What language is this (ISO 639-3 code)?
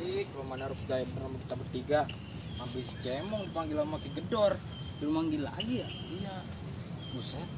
bew